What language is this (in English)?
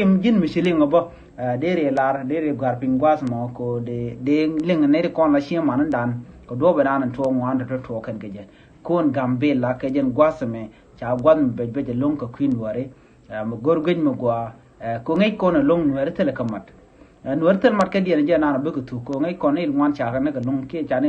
Nuer